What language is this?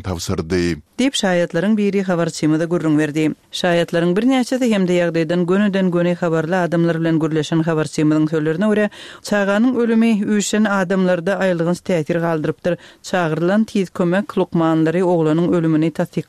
Turkmen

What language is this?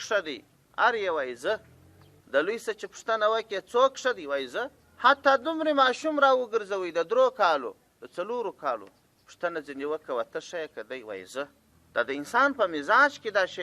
Pashto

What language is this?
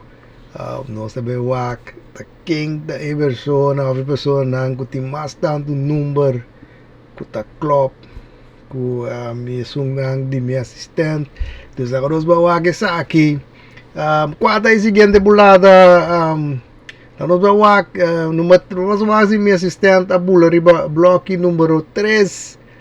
Papiamento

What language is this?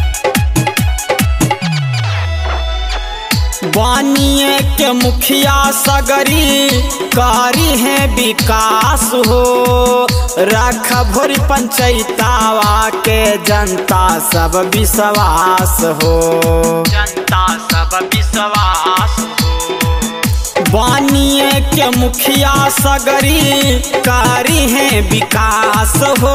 Bhojpuri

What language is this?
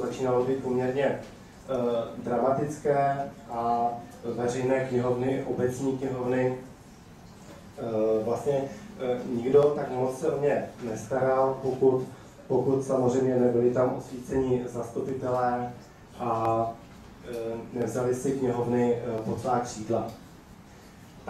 Czech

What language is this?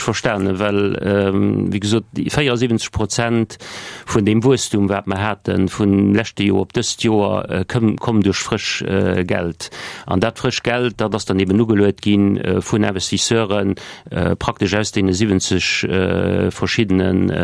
Luxembourgish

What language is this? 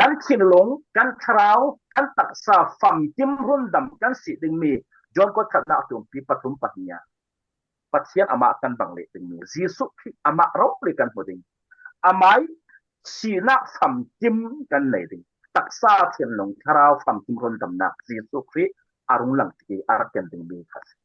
Falam Chin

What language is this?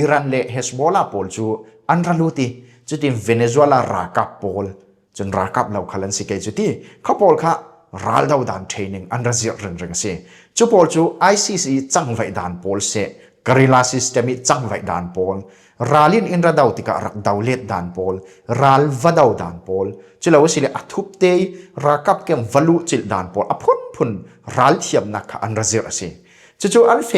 Falam Chin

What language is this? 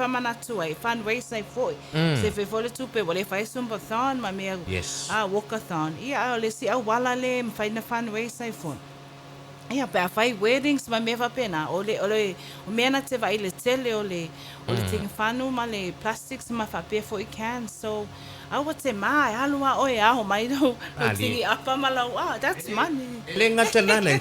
Samoan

